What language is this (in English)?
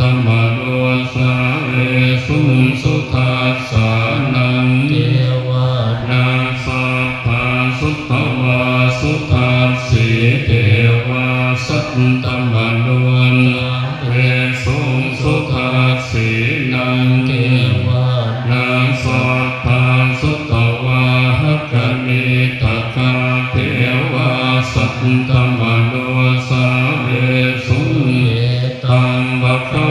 Pali